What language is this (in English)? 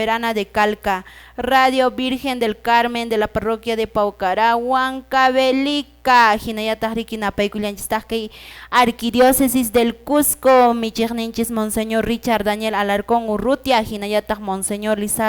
Quechua